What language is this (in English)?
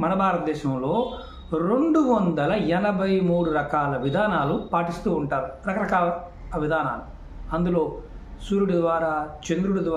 Telugu